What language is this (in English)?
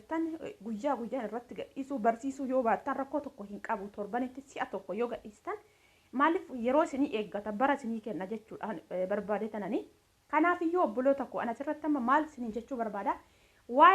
Oromo